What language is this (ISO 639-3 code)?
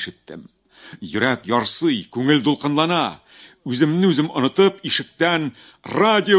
tat